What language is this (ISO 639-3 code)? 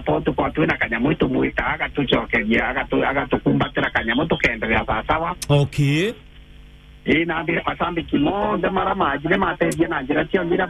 mer